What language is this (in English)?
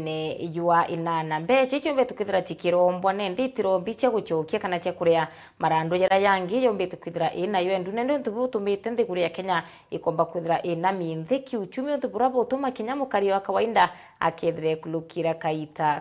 Meru